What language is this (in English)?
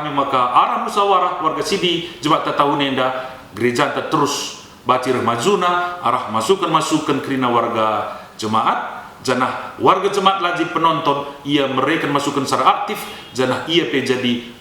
Batak Karo